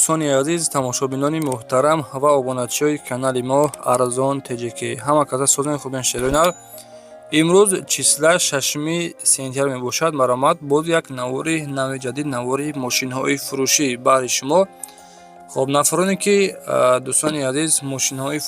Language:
Tajik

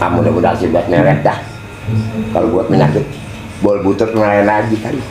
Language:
Betawi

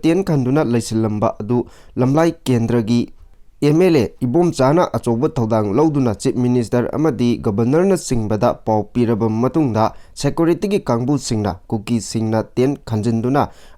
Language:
Manipuri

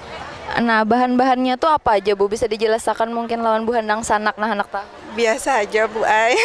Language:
Banjar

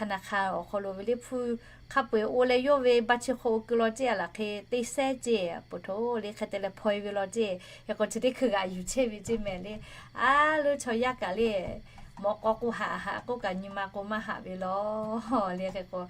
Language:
Lahu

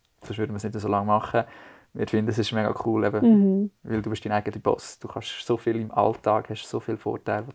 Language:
Swiss German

